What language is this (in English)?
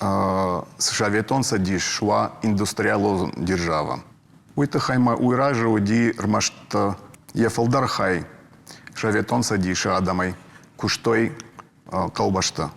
Ossetic